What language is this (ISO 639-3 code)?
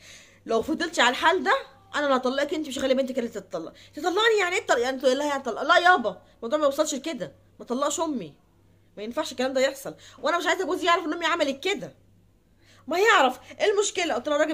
arz